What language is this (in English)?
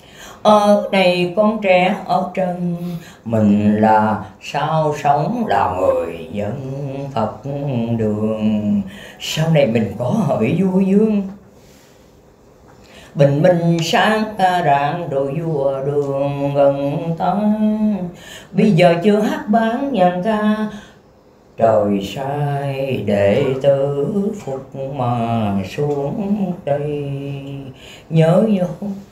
Vietnamese